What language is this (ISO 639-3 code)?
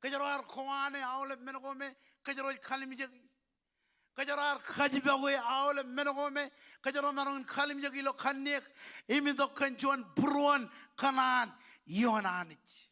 mah